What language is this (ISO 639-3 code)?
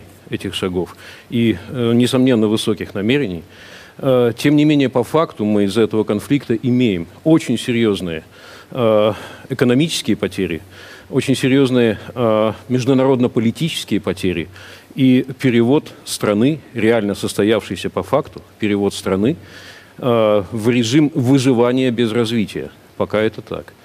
rus